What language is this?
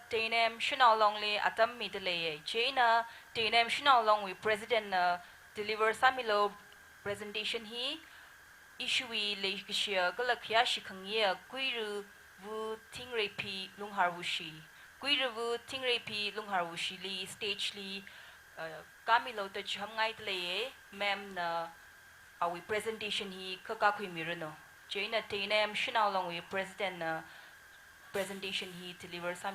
Tangkhul Naga (India)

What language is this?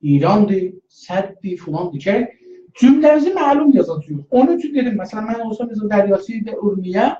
South Azerbaijani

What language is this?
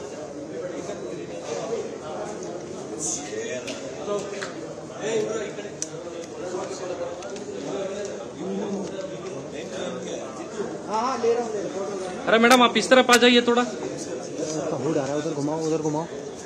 Hindi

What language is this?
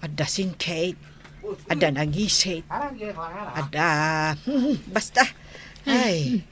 Iloko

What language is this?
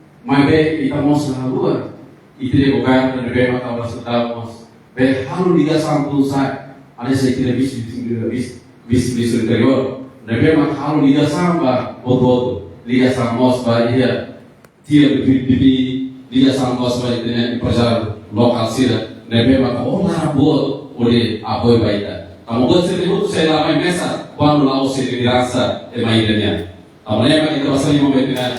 Tetum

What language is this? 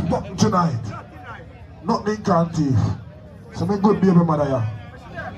Jamaican Creole English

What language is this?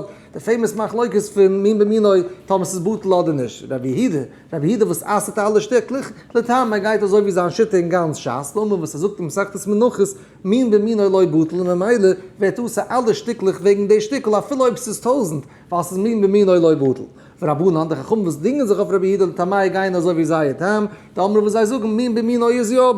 Yiddish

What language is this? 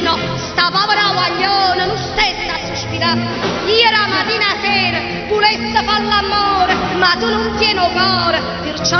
Neapolitan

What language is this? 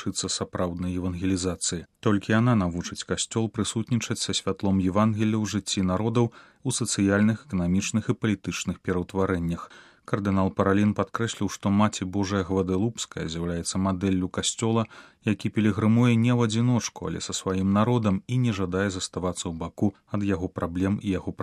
Belarusian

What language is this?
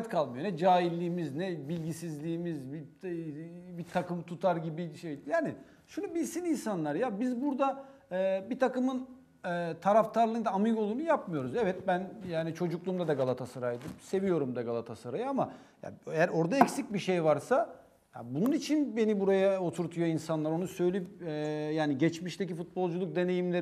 Turkish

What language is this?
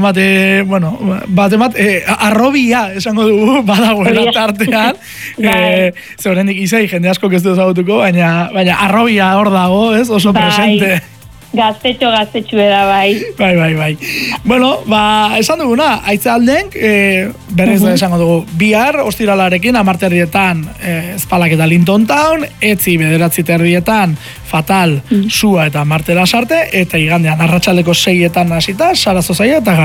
Basque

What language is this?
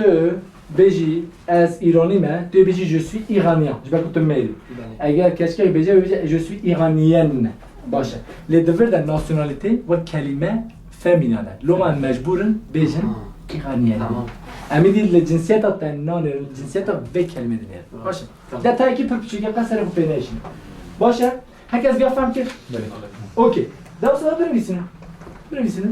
Kurdish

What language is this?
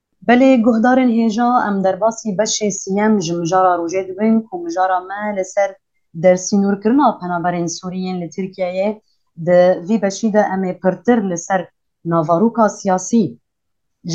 Kurdish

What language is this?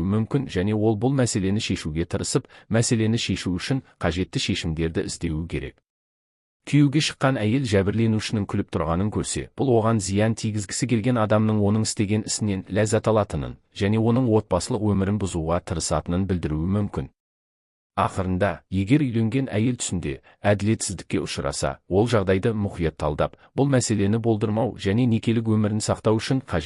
Kazakh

